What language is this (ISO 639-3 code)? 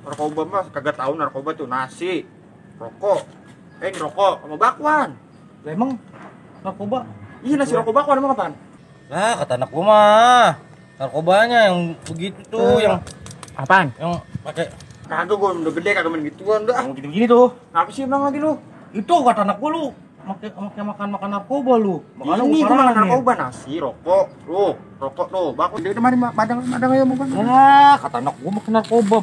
bew